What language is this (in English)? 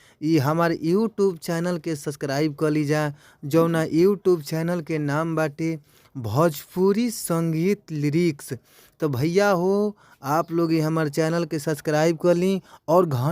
Bhojpuri